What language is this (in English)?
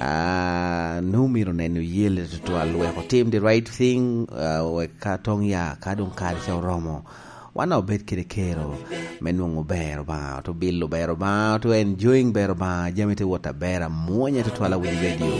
Lango (Uganda)